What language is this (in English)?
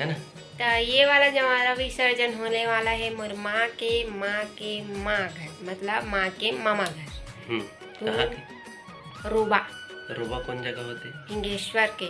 Chhattisgarhi